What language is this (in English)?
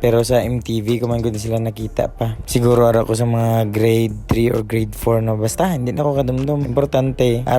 Hiligaynon